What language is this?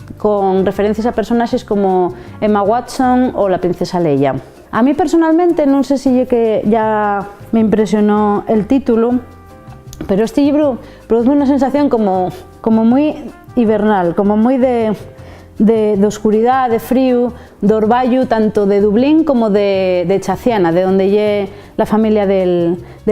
Asturian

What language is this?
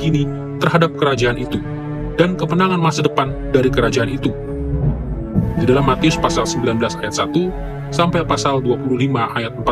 Indonesian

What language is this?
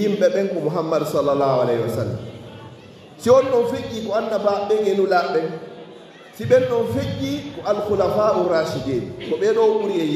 Fula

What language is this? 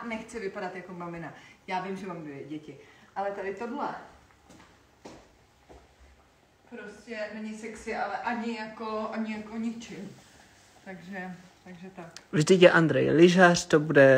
Czech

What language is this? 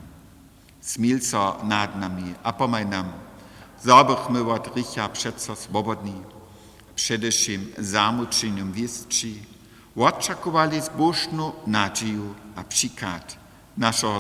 Upper Sorbian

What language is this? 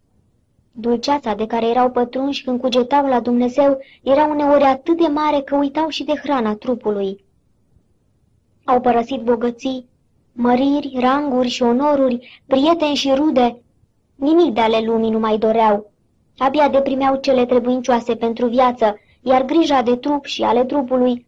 Romanian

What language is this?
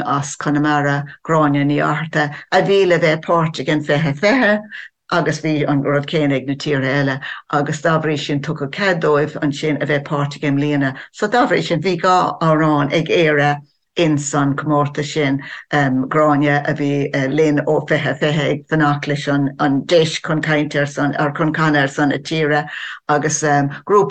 Irish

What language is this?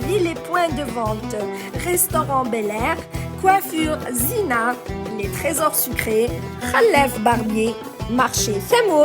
Kabyle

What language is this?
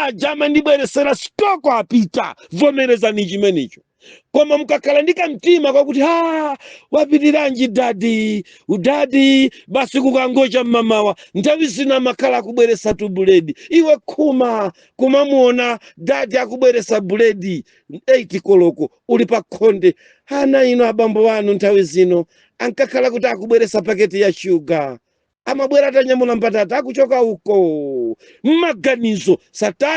Nyanja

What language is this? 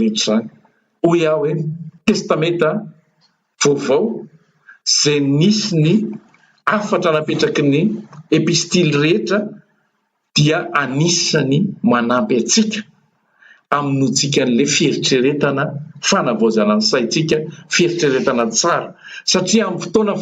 Malagasy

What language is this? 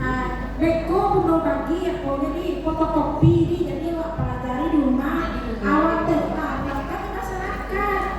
Minangkabau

